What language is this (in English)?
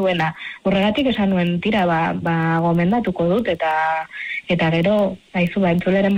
Basque